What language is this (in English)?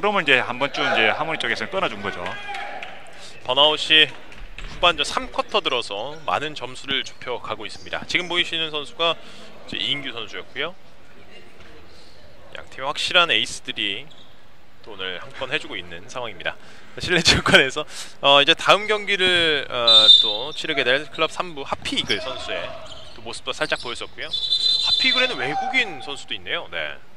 Korean